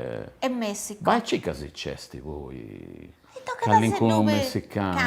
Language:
Sardinian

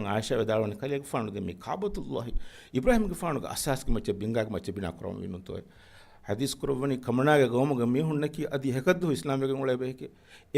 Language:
Divehi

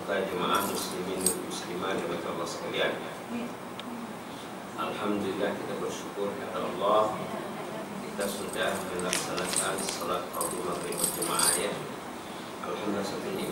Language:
Malay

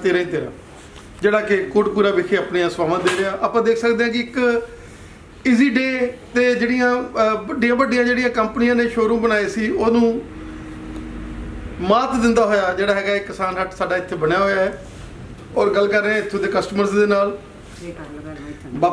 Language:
Punjabi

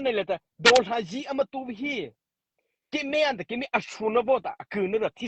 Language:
Mara Chin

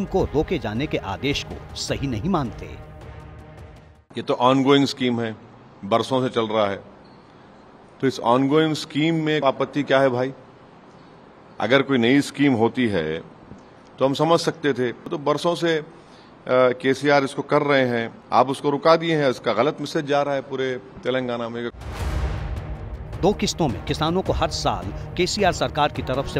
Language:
Hindi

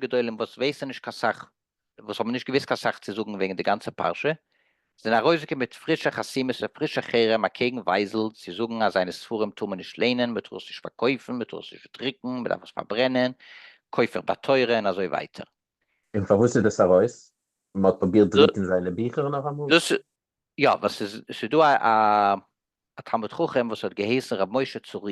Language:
Yiddish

